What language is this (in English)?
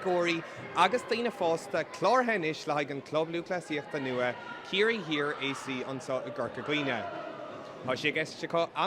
Irish